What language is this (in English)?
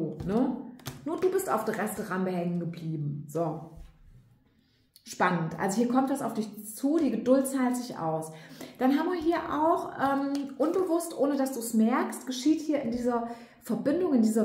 German